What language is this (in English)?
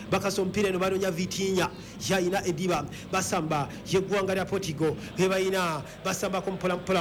Ganda